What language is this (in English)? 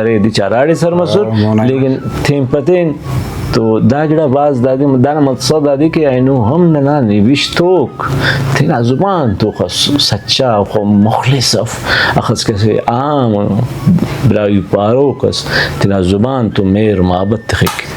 Brahui